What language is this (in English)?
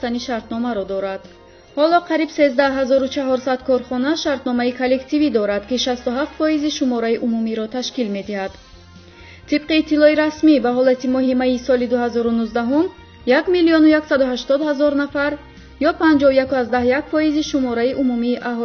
Tajik